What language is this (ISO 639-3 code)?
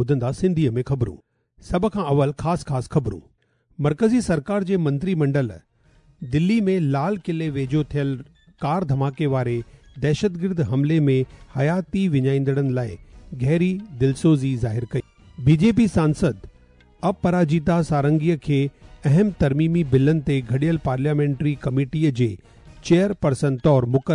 snd